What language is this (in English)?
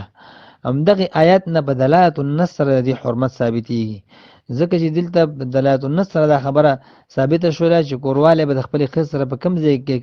Pashto